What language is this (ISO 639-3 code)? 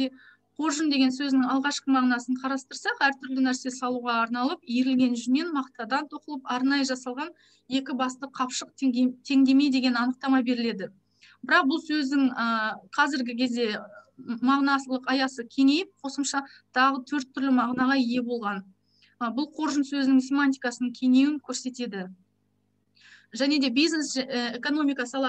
kaz